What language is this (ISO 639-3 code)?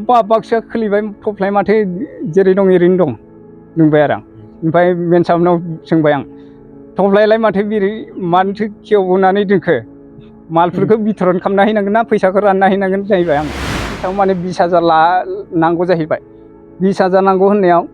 brx